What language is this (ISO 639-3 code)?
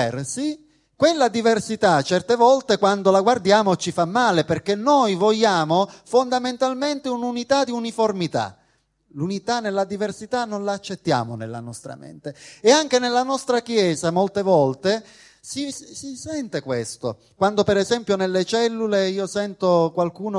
ita